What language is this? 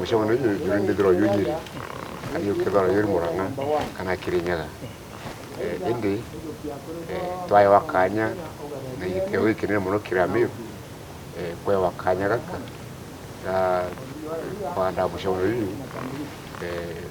Meru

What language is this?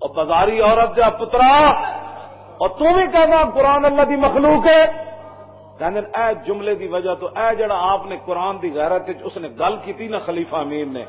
Western Panjabi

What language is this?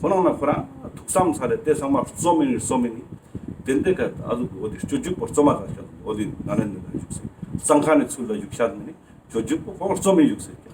Ladakhi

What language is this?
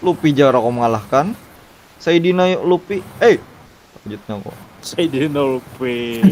Banjar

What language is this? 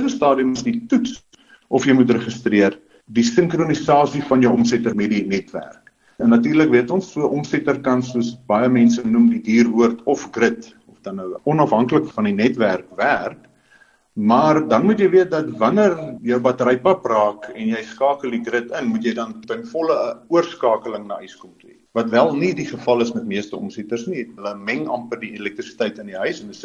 Afrikaans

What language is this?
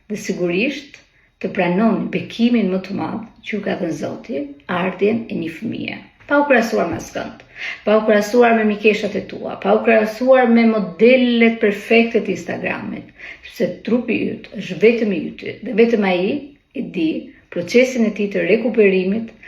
Albanian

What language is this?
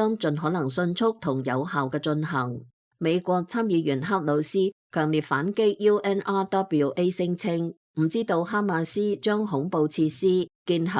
Cantonese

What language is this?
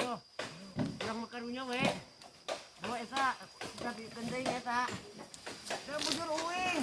Sundanese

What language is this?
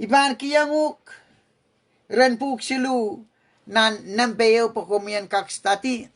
Pohnpeian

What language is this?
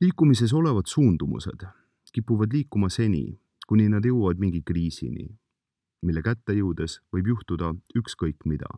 Estonian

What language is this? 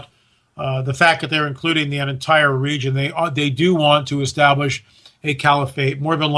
English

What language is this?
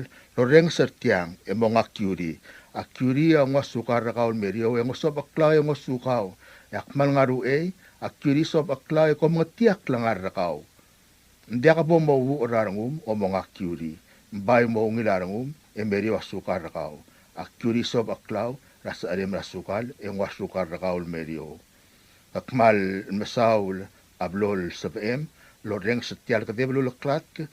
Palauan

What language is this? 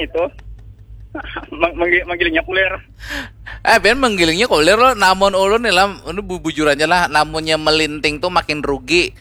Banjar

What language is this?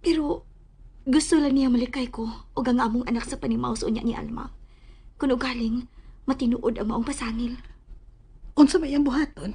Cebuano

